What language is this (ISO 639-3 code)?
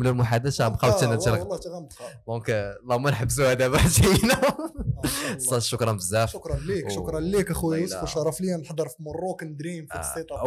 ary